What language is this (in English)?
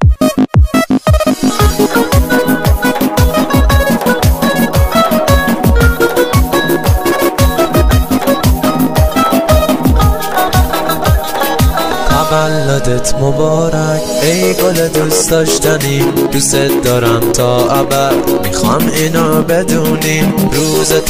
Persian